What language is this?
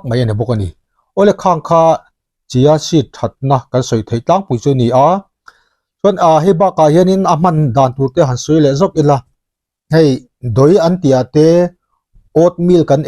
Mizo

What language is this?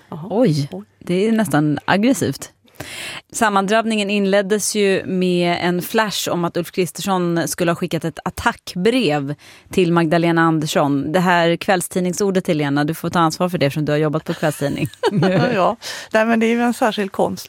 Swedish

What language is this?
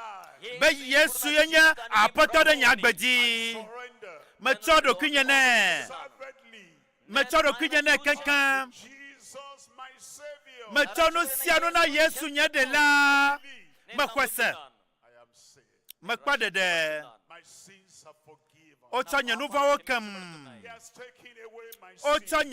Ewe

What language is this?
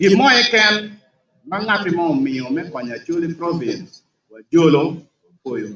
Acoli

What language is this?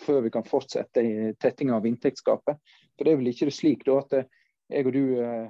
Norwegian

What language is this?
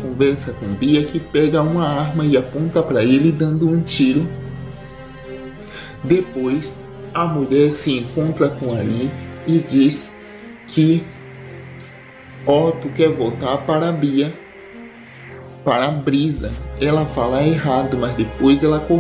Portuguese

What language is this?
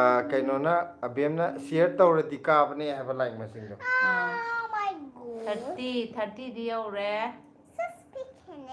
Manipuri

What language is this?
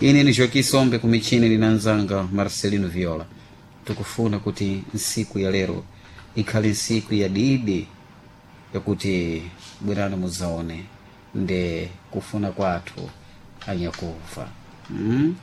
Sena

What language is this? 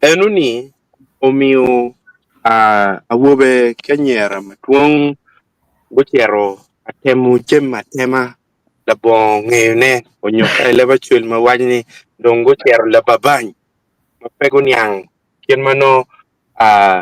Acoli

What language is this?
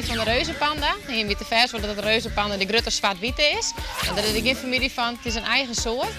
Western Frisian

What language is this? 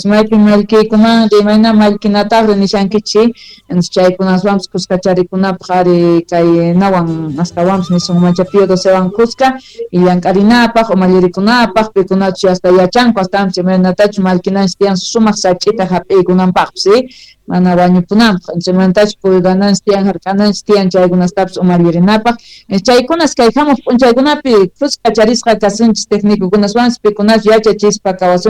Quechua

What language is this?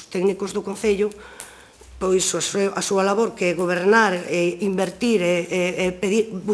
Galician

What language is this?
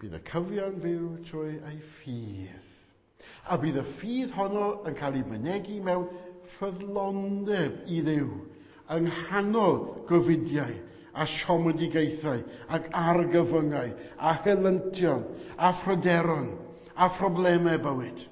Welsh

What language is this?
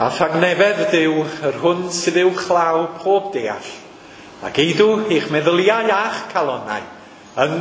Welsh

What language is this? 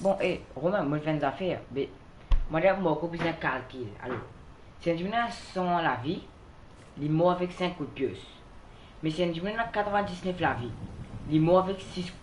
Morisyen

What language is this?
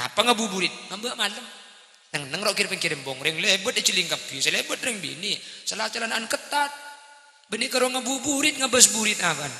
Madurese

